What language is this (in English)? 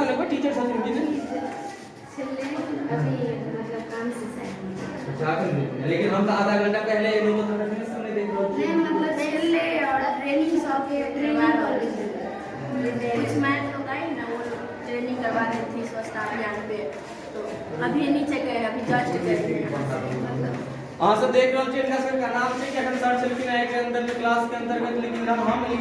Maithili